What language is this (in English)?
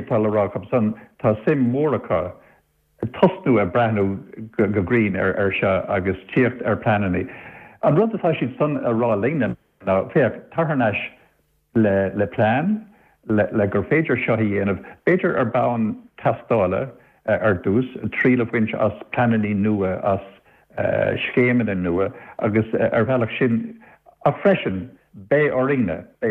Irish